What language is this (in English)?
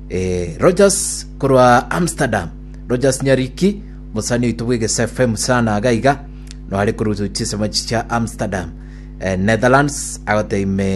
Gusii